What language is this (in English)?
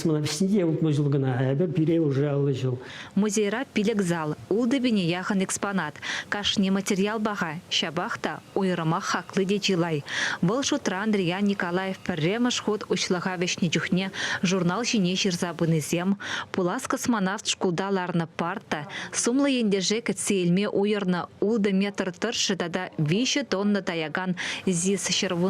Chuvash